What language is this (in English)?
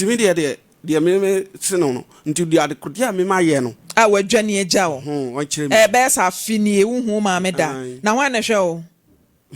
Akan